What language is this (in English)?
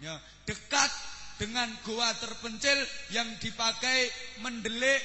Javanese